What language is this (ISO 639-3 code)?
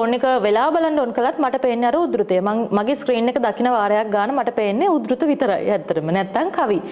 sin